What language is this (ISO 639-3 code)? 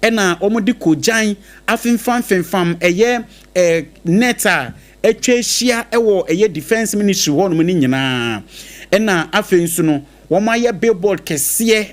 aka